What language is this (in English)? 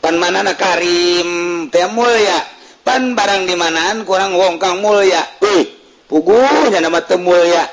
Sundanese